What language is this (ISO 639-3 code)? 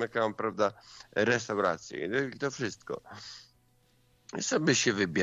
pol